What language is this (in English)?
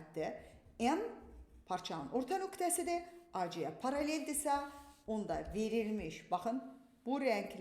Azerbaijani